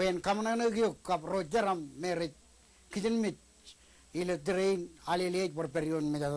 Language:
Marshallese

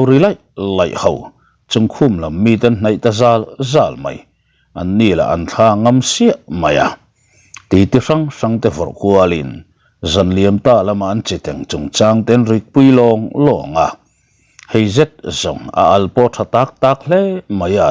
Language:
Mizo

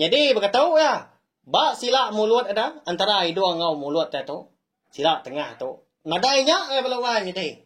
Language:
Iban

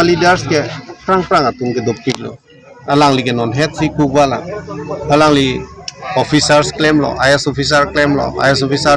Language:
Karbi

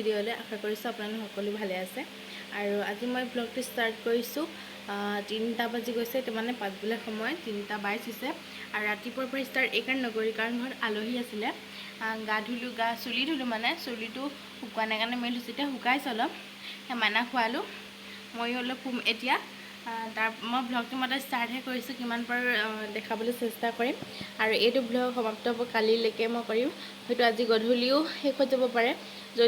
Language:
Assamese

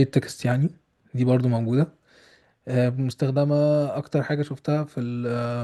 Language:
Egyptian Arabic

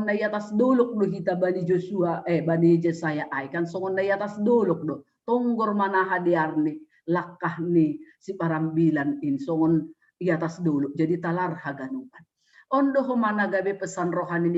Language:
Batak Simalungun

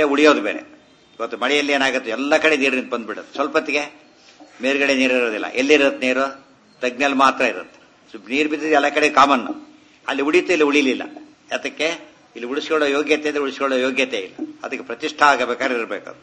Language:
Kannada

